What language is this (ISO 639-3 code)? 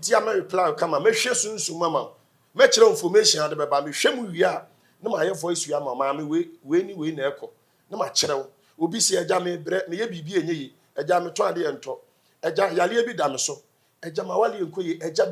aka